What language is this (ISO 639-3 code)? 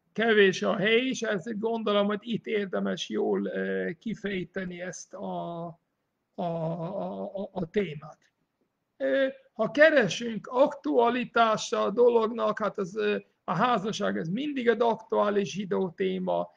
hun